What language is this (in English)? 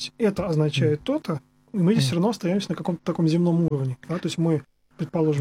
Russian